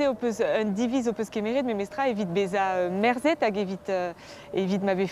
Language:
Breton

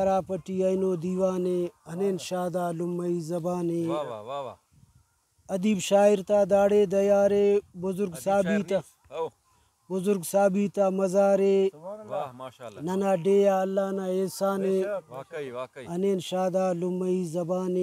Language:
Brahui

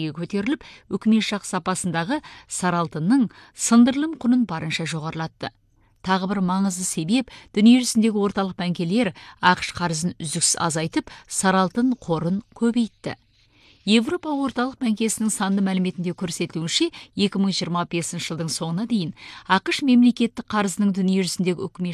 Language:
Kazakh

